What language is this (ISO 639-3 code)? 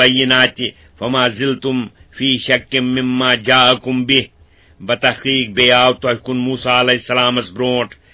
kas